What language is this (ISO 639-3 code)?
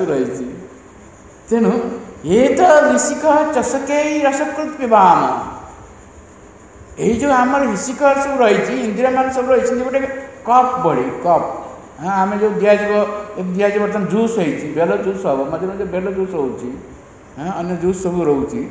ori